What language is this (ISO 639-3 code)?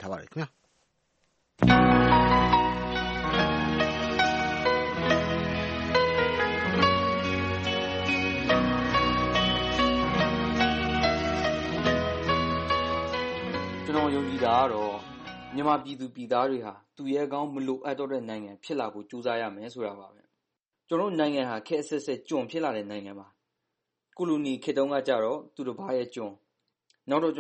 mya